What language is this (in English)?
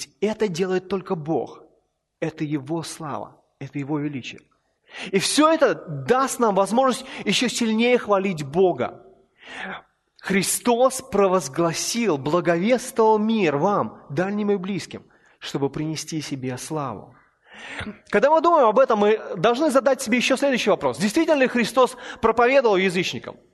Russian